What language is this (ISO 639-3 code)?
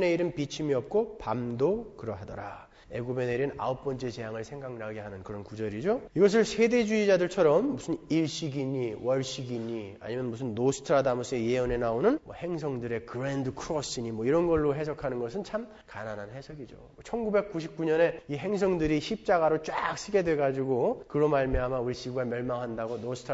kor